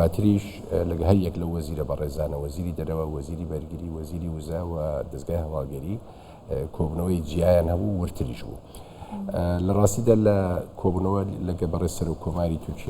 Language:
Central Kurdish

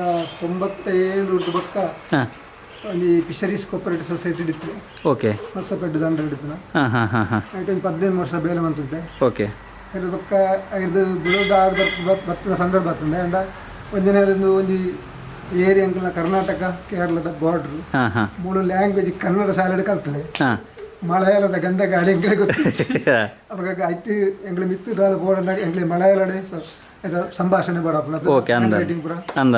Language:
Tulu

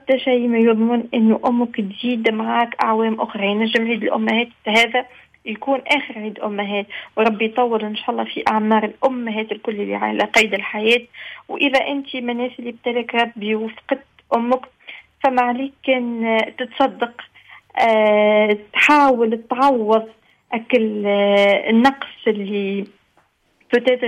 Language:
Tunisian Arabic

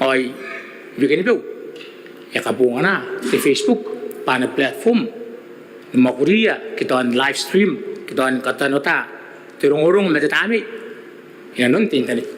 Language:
Gilbertese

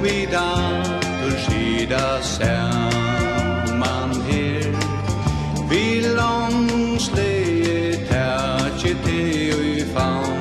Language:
Faroese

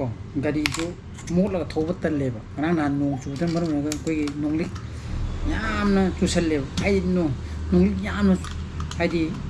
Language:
Manipuri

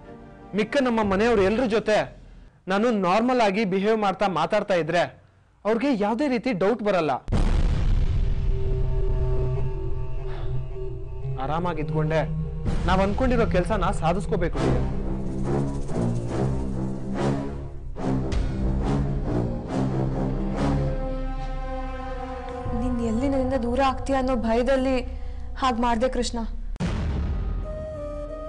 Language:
Kannada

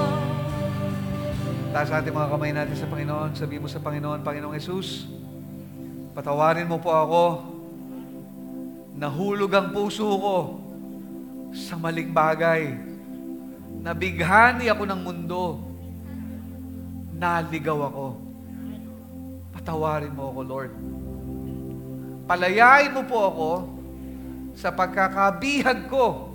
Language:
Filipino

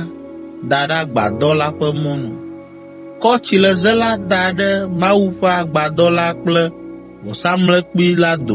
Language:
Ewe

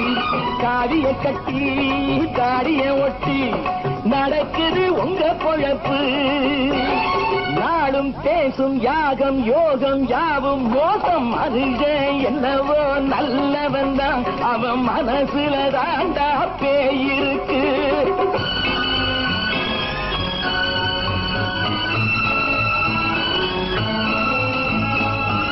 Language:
Tamil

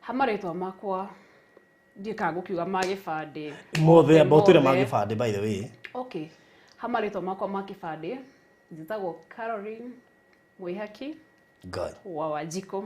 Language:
Kikuyu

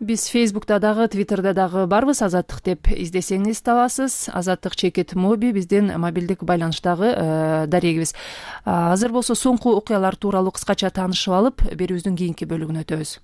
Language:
Kyrgyz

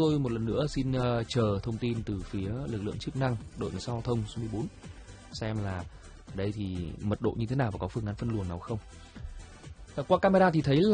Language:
Vietnamese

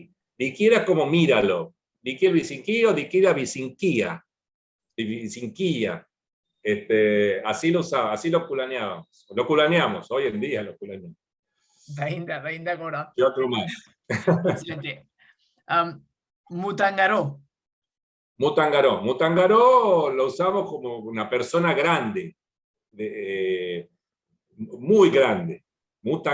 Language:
Ladino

